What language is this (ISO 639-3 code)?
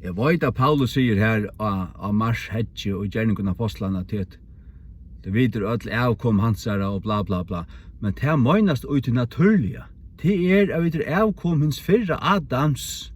fao